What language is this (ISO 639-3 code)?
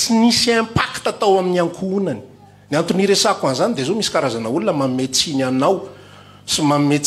mlg